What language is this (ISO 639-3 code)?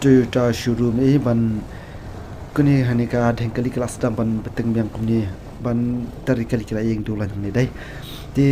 kha